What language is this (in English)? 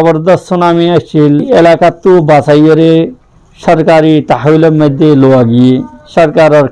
Rohingya